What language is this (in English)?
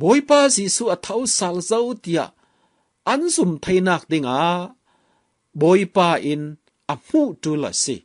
Falam Chin